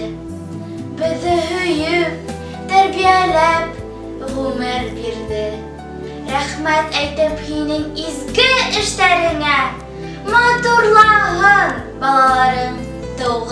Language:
Bashkir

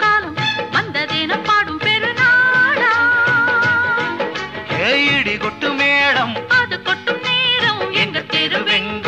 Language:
Tamil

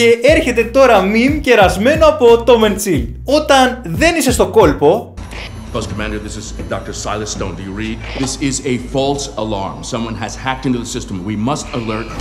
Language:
Greek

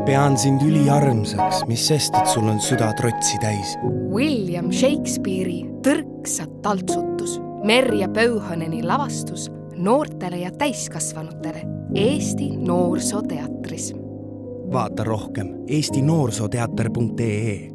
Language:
Estonian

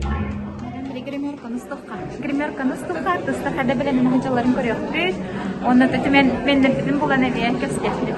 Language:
Yakut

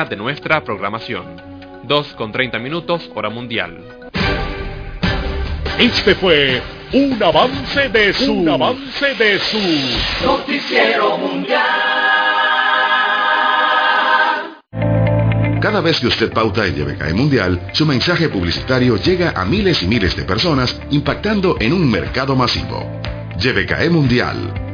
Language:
Spanish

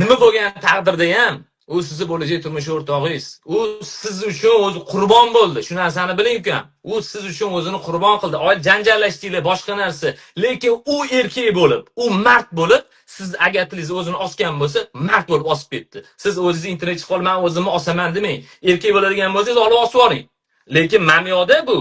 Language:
Uzbek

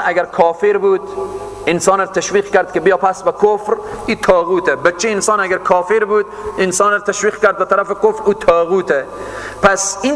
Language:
Persian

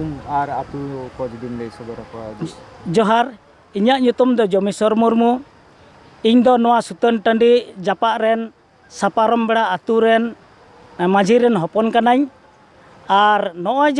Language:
Santali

